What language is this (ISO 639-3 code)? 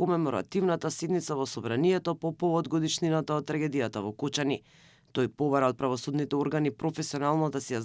mkd